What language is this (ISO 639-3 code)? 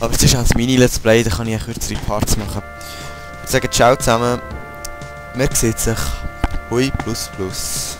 gsw